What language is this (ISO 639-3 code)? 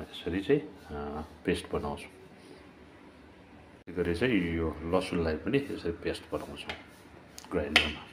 nep